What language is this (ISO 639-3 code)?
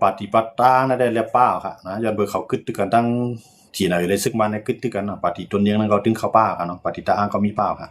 shn